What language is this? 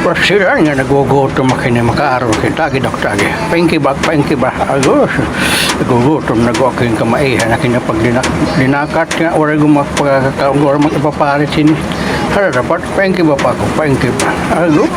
Waray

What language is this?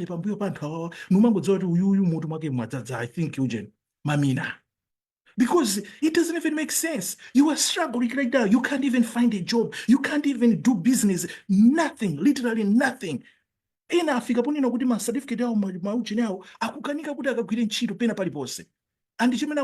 Nyanja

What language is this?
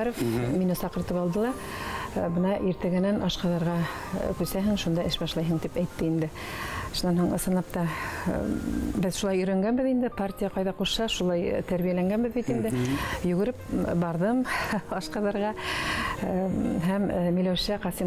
Bashkir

